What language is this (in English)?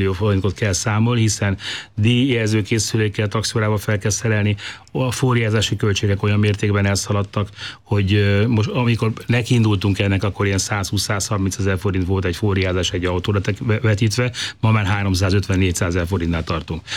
Hungarian